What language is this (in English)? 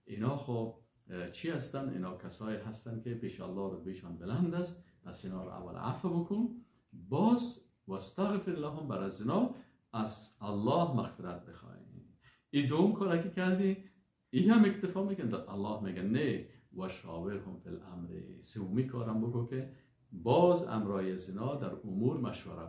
Persian